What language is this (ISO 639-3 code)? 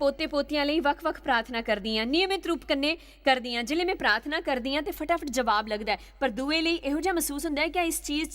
doi